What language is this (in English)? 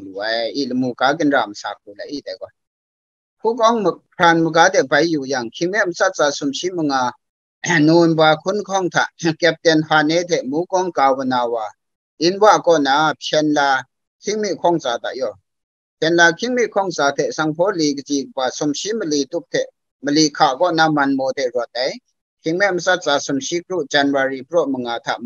Kachin